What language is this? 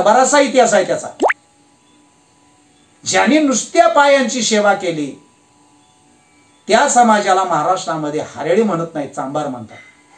Marathi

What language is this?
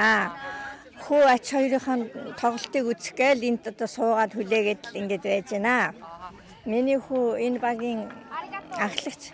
Mongolian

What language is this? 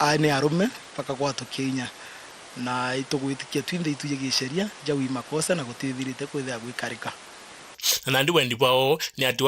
Meru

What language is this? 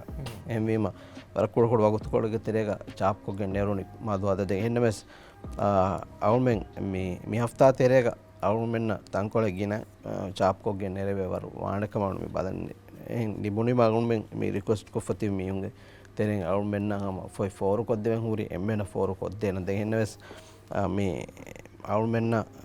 Divehi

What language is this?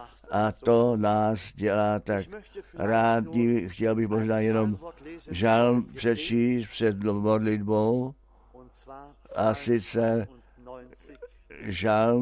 Czech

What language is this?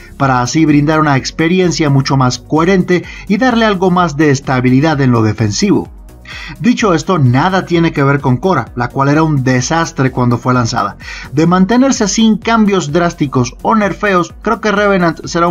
Spanish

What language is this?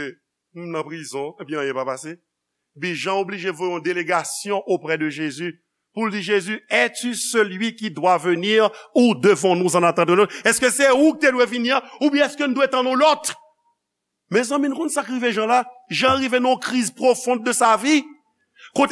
Haitian Creole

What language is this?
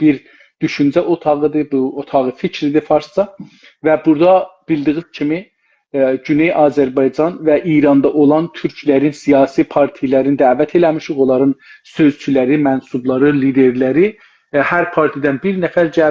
South Azerbaijani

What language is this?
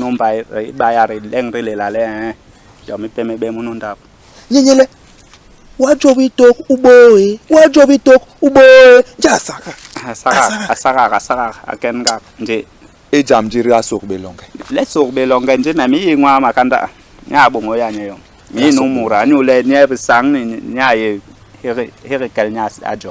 Basaa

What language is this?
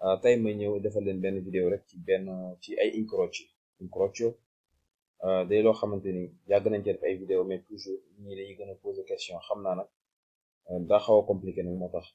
Wolof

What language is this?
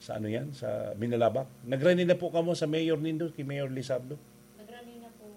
Bikol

